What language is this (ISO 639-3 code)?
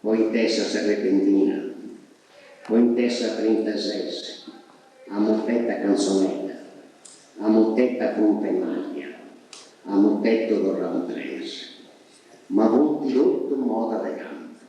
srd